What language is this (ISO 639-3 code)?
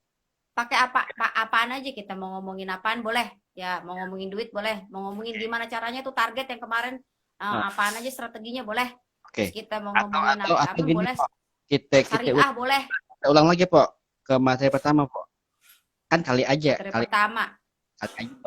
bew